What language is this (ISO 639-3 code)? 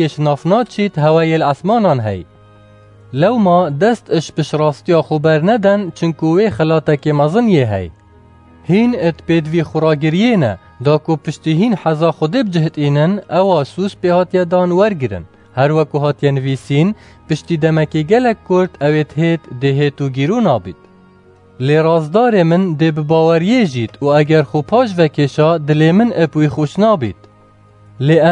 kur